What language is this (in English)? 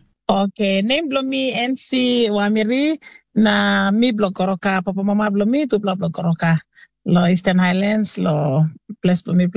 Tok Pisin